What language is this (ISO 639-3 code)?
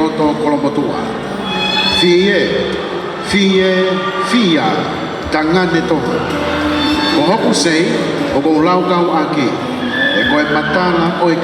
ton